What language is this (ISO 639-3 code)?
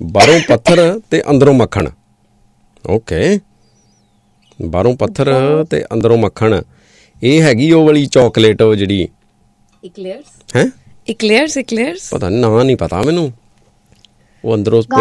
pan